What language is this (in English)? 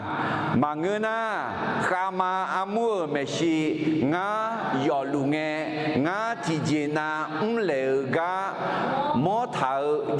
Akha